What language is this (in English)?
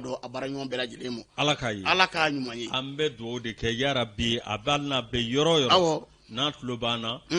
Bambara